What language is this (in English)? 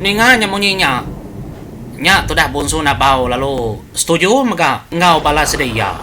Iban